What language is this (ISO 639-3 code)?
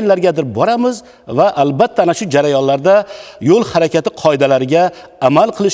uzb